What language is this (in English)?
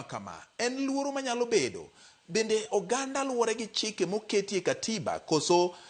Luo (Kenya and Tanzania)